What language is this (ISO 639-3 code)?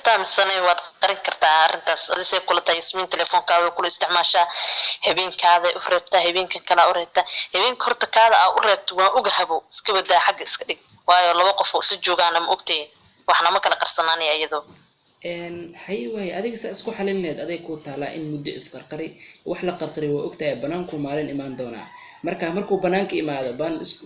som